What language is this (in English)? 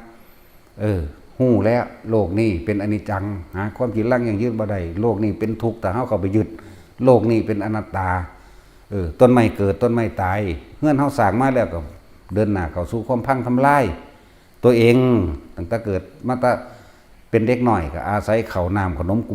Northeastern Thai